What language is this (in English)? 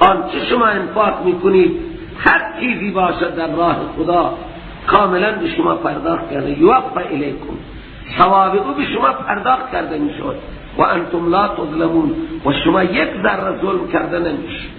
Persian